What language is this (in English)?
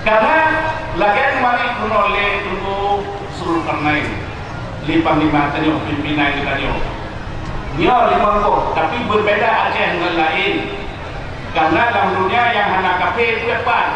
Achinese